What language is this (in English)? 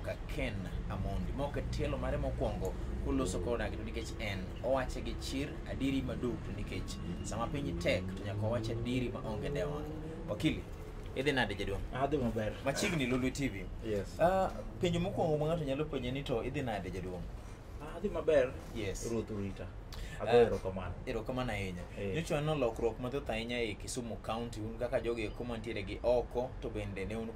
Luo (Kenya and Tanzania)